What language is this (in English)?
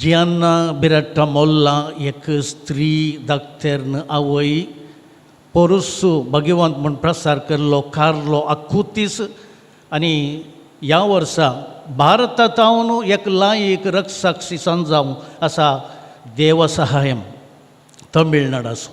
Konkani